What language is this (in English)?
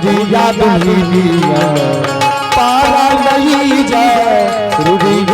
Angika